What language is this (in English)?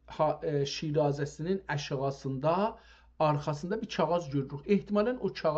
South Azerbaijani